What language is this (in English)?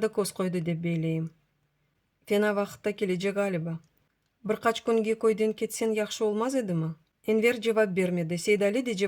Crimean Tatar